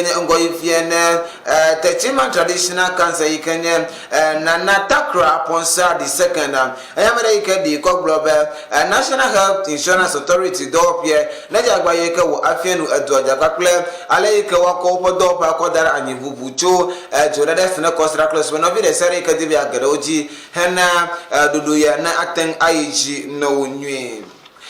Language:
Ewe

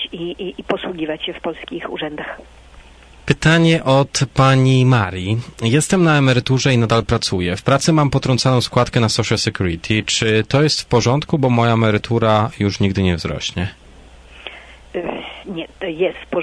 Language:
Polish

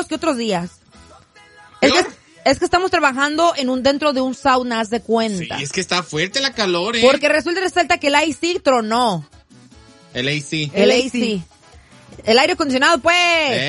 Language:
Spanish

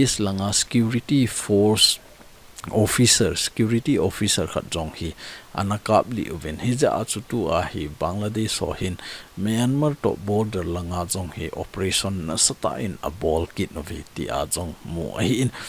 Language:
Thado Chin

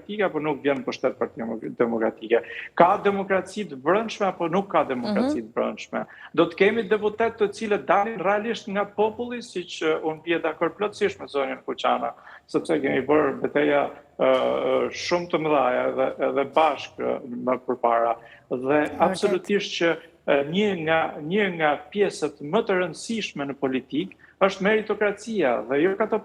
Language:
Albanian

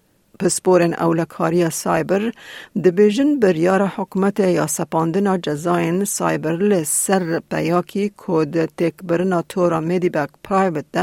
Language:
Kurdish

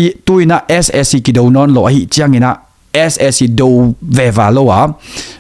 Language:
Tedim Chin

